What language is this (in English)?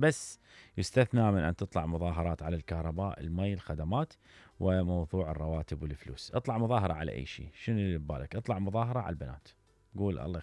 Mesopotamian Arabic